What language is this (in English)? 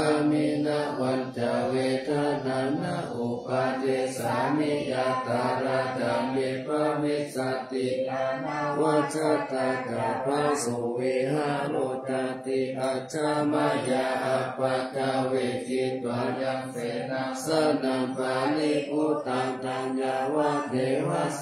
Pali